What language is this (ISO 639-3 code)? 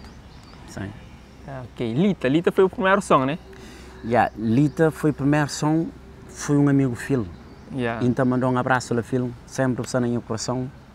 kea